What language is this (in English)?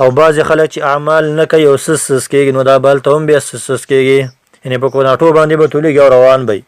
Pashto